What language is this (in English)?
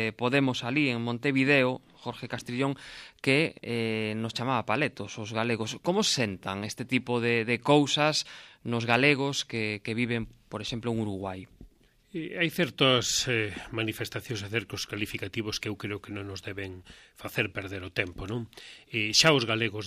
Galician